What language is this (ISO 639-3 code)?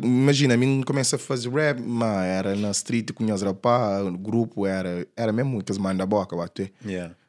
kea